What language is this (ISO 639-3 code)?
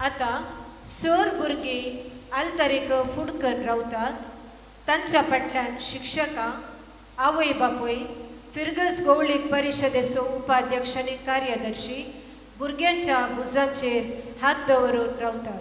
kok